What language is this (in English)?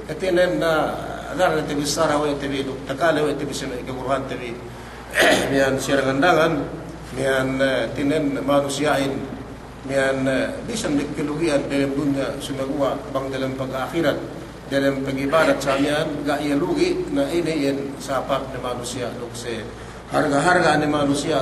Yakan